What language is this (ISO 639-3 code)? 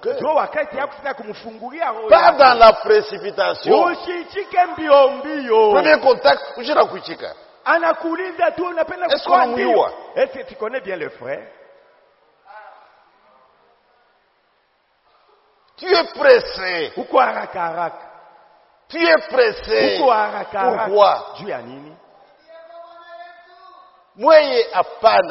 swa